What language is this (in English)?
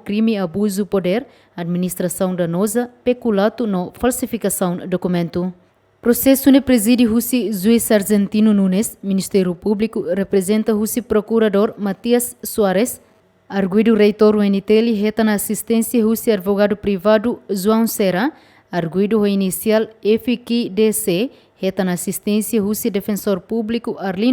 Tetum